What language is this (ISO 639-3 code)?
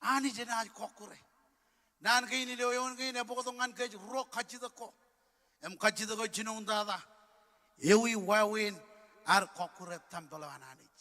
mah